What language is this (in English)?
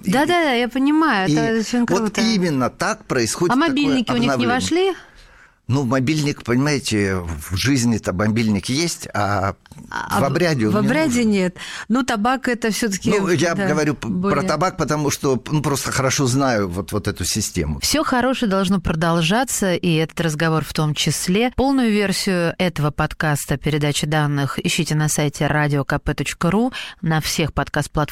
Russian